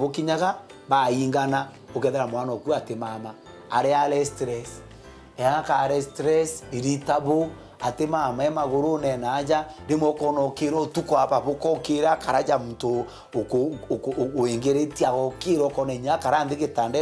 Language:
Meru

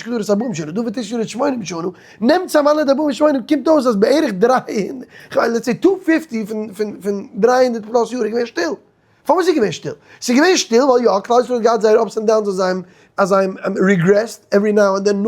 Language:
Yiddish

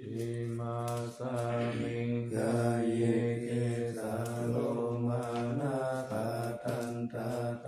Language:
Pali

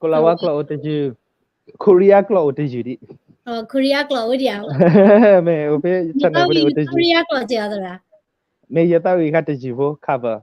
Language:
S'gaw Karen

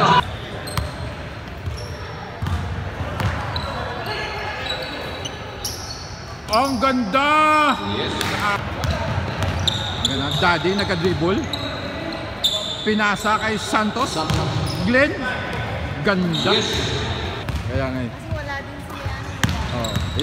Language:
Filipino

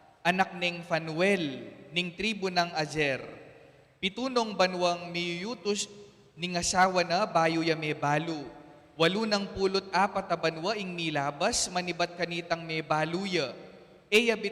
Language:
Pampanga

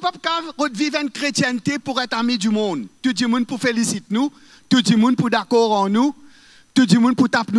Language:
Morisyen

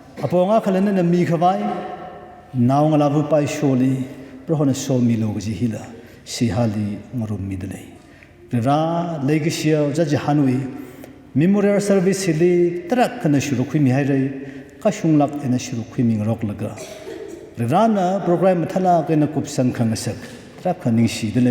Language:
Tangkhul Naga (India)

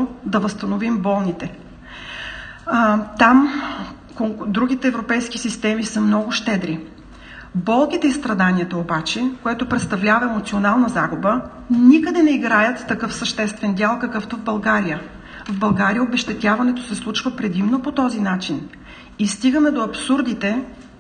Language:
Bulgarian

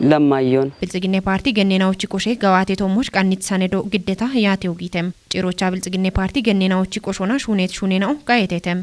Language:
Kafa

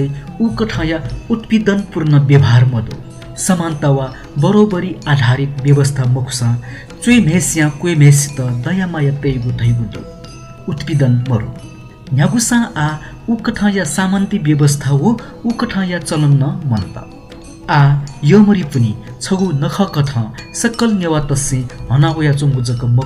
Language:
Newari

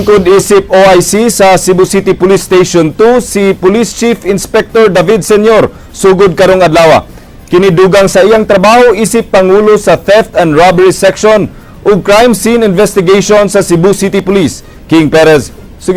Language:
Cebuano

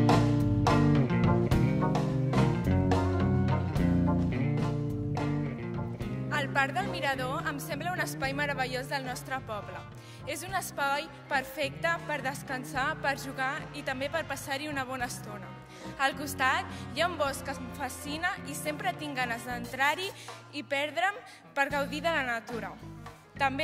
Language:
Catalan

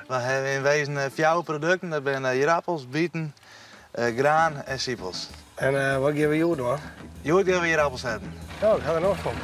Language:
Western Frisian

